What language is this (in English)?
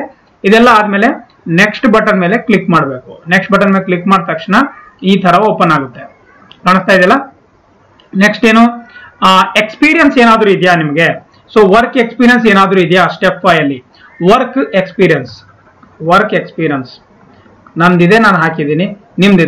Kannada